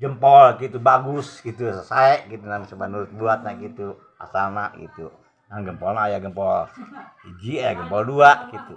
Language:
Sundanese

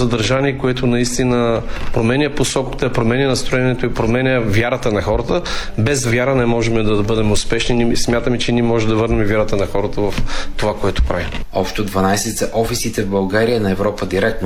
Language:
Bulgarian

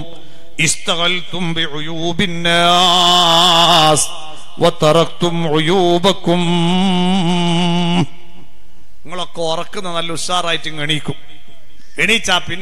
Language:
Malayalam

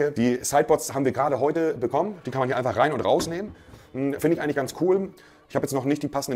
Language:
German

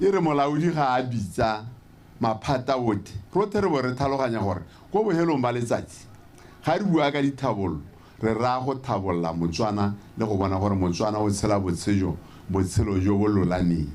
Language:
Tswana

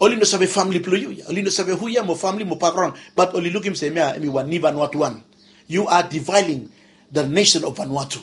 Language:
Bislama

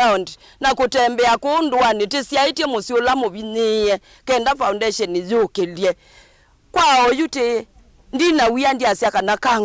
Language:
Kamba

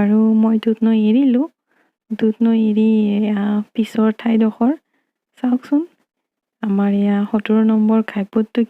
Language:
Assamese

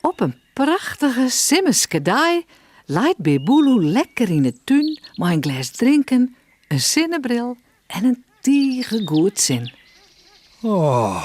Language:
Western Frisian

